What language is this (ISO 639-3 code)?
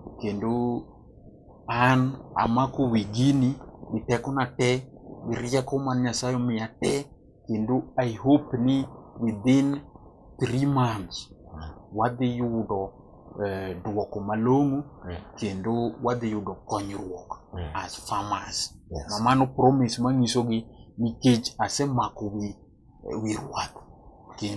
luo